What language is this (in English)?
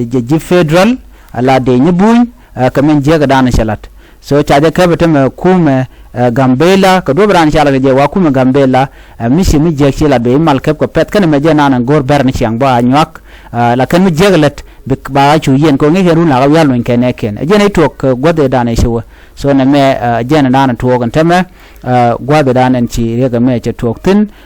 Nuer